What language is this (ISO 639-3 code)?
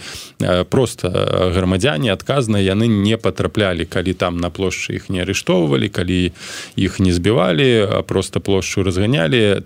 bel